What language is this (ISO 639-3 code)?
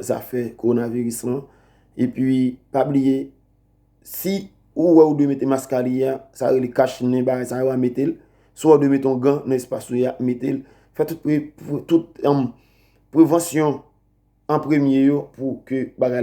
hat